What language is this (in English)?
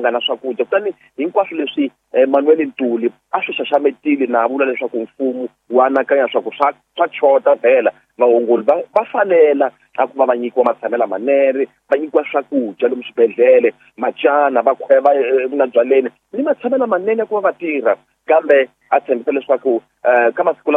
Tsonga